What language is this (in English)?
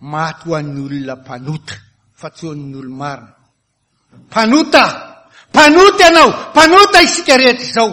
Malagasy